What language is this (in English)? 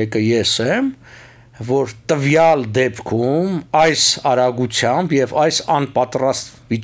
Armenian